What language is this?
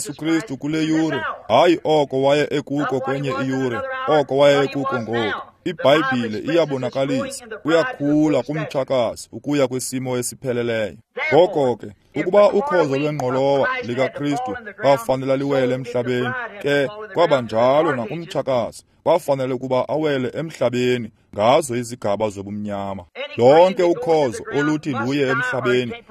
Xhosa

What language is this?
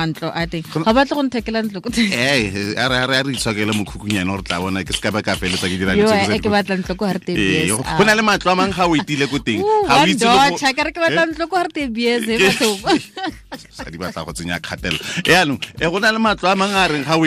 Tswana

